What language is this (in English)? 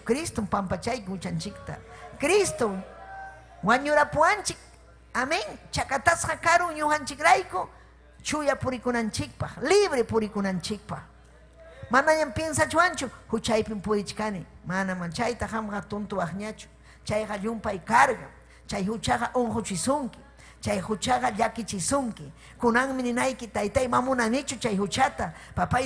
Ayacucho Quechua